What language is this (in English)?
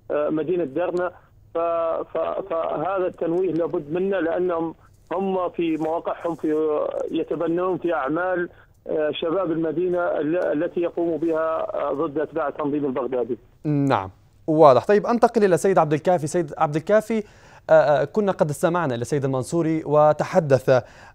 Arabic